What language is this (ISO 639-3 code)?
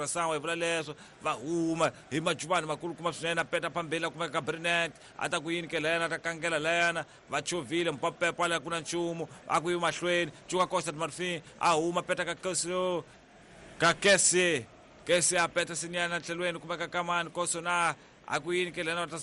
tso